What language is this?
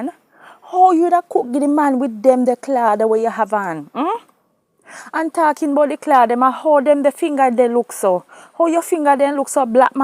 Jamaican Creole English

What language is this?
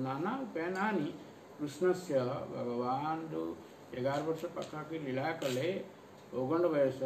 Odia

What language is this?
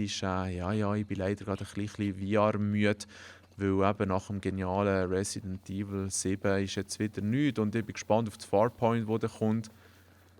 Swiss German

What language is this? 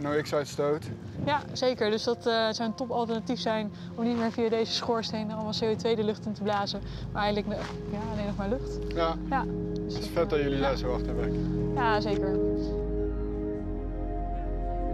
Dutch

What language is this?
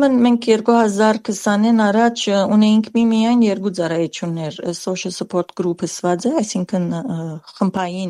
Armenian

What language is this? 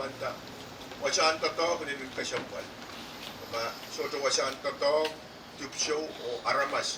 Pohnpeian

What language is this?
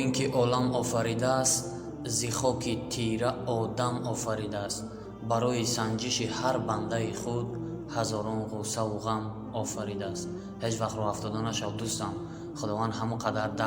Tajik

